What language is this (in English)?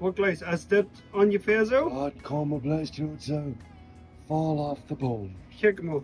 Plautdietsch